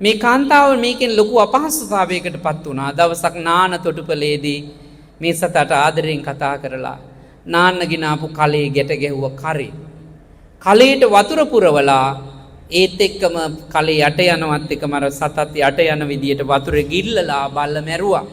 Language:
Sinhala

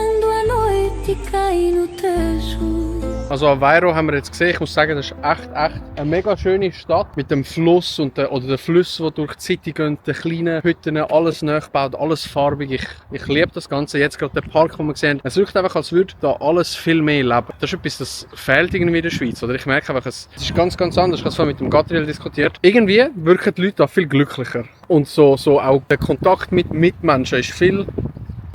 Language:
Swiss German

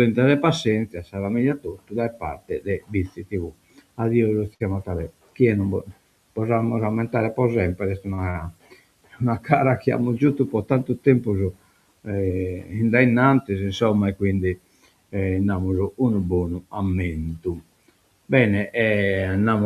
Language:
Sardinian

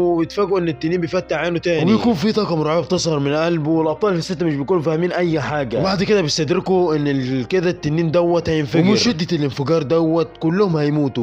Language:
Egyptian Arabic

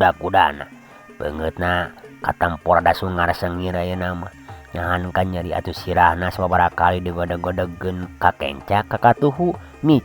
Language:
Sundanese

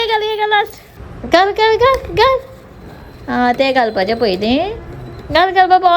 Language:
Konkani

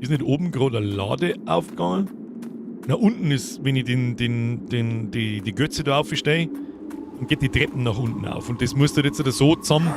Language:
Bavarian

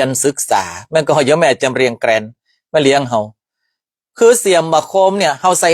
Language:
Northern Thai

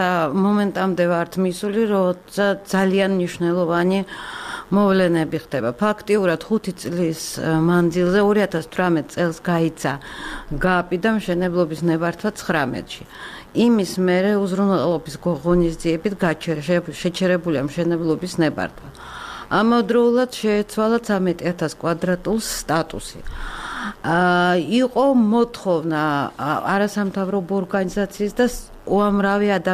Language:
Georgian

